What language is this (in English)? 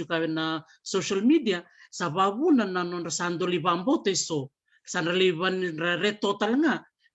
Fijian